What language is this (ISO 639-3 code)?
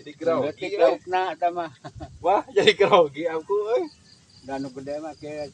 sun